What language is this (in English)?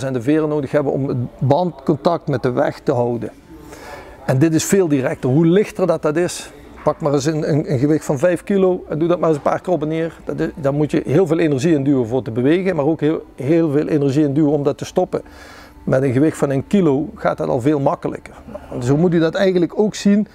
Dutch